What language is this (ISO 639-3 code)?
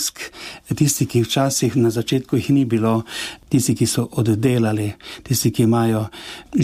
slv